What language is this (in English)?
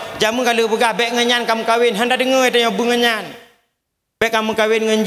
Achinese